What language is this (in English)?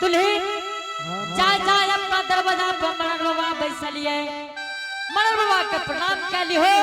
Angika